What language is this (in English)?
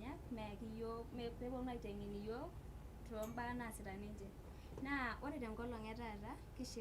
Masai